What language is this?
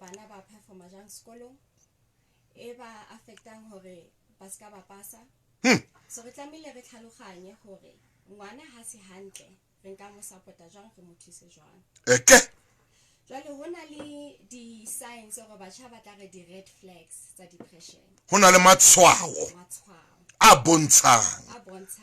Southern Sotho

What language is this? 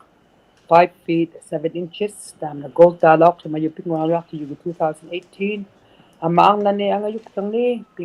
Inuktitut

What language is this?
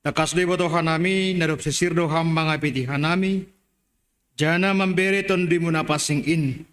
Batak Simalungun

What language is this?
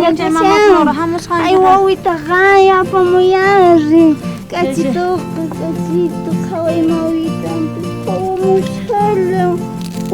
South Bolivian Quechua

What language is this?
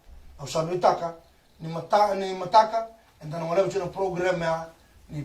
Fijian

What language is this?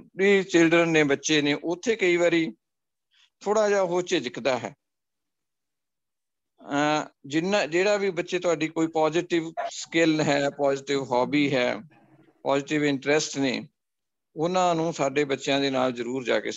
Punjabi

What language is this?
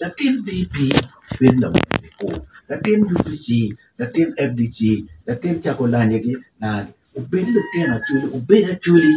Acoli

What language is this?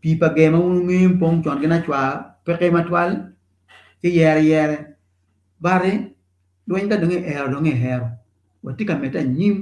Acoli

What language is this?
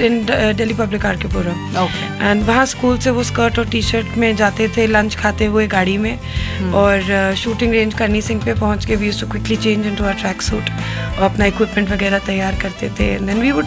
Hindi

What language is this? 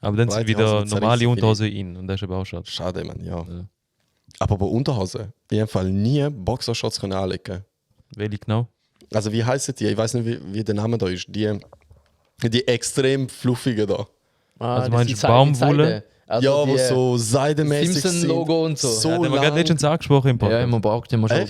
Swiss German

